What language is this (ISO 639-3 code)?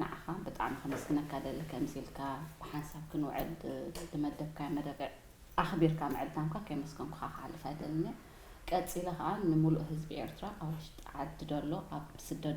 tir